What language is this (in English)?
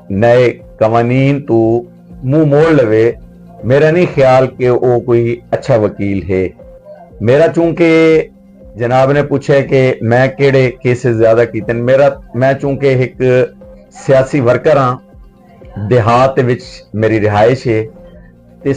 Saraiki